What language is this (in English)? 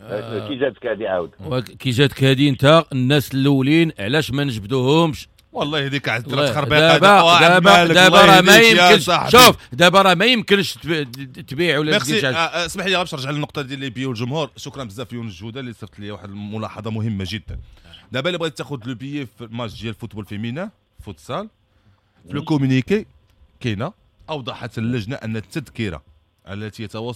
Moroccan Arabic